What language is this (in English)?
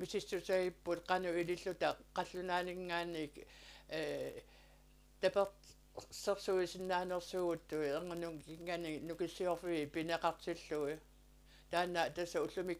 Kalaallisut